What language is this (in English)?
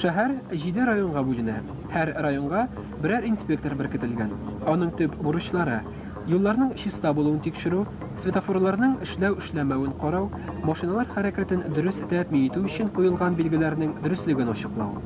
Tatar